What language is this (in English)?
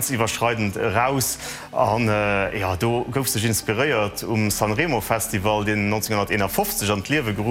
Luxembourgish